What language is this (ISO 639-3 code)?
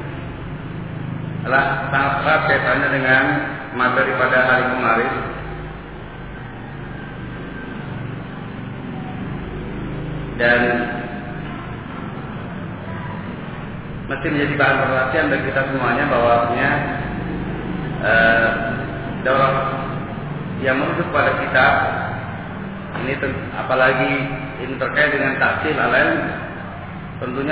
ind